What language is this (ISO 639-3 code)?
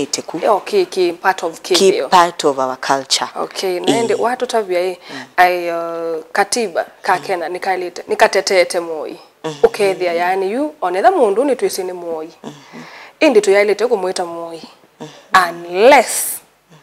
kam